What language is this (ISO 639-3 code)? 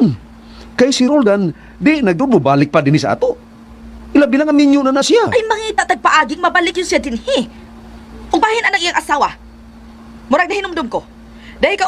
ceb